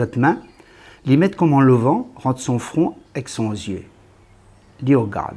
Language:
Réunion Creole French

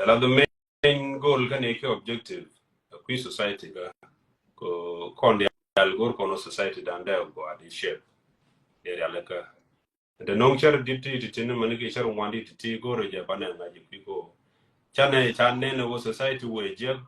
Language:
Nuer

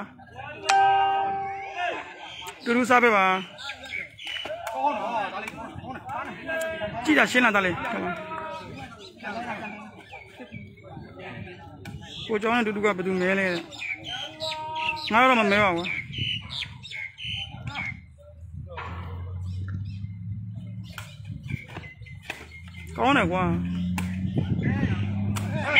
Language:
Burmese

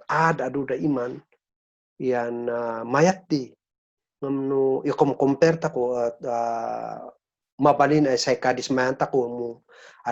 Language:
Kankanaey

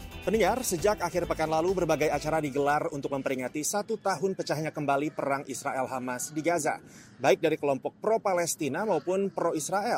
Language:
Indonesian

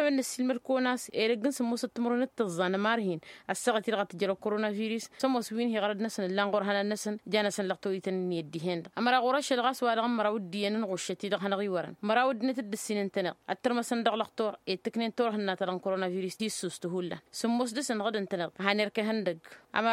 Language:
Tamasheq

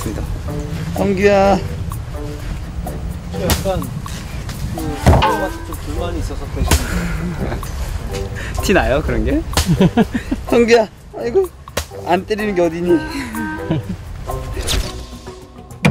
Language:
Korean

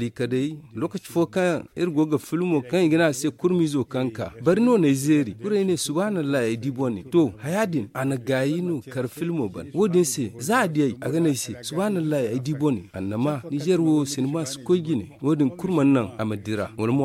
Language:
Zarma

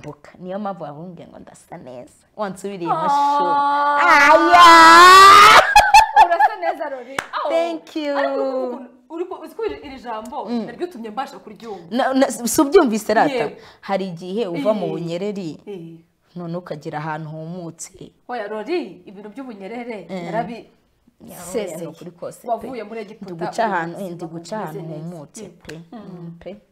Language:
Kinyarwanda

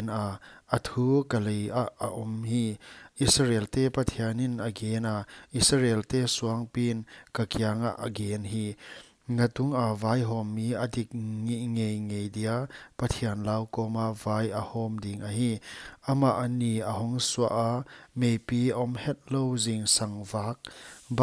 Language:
Paite Chin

